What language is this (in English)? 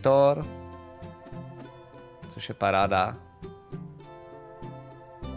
Czech